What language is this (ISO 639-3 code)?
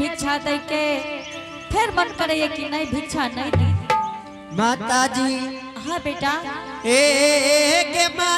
anp